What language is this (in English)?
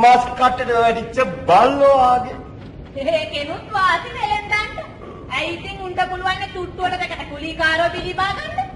Sinhala